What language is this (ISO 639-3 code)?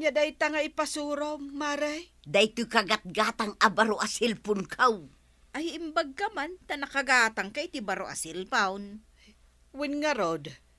ilo